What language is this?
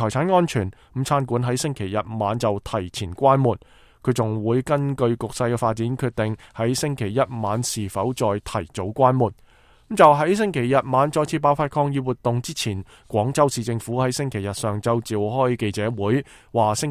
Cantonese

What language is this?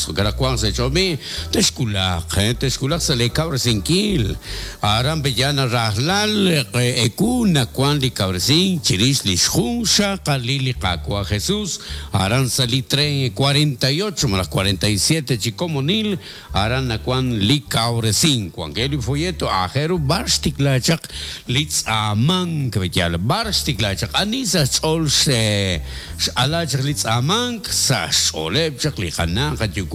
Kekchí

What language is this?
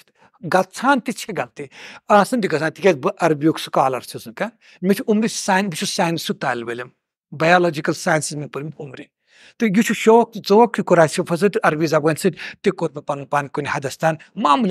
Kashmiri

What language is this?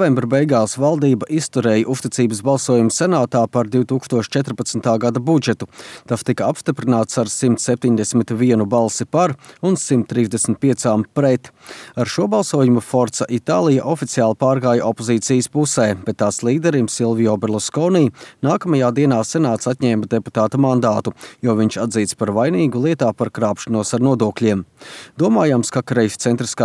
Latvian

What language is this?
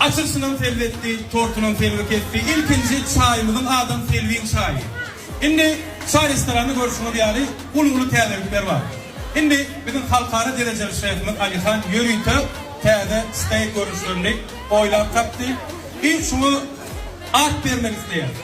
Turkmen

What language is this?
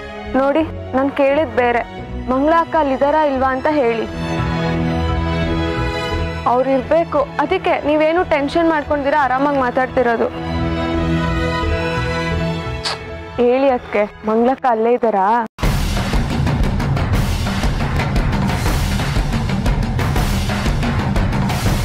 Kannada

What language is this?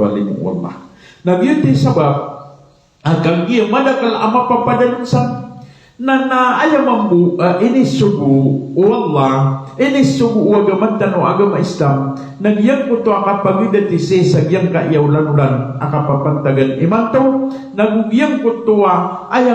Maranao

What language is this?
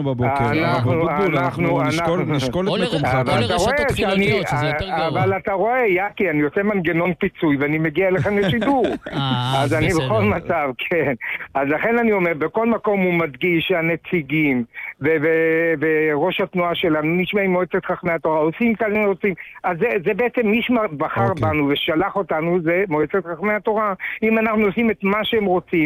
Hebrew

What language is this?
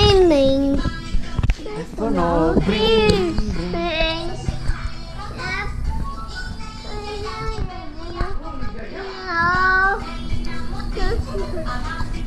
Greek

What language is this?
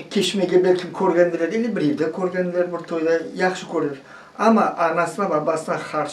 Crimean Tatar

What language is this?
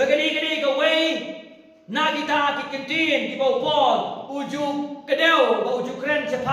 Khasi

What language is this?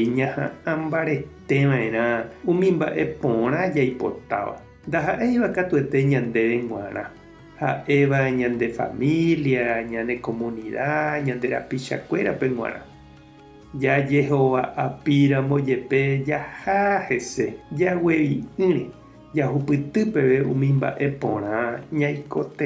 Guarani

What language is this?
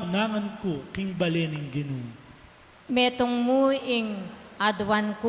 Pampanga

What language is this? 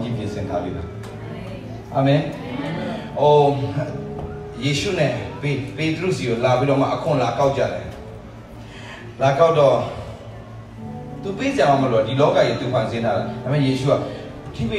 Burmese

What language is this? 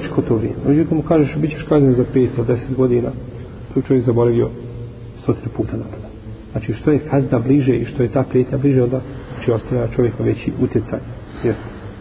Bosnian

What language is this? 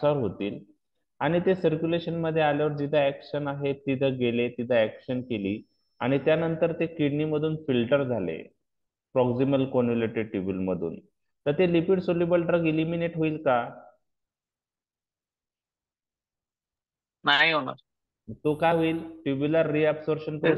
Marathi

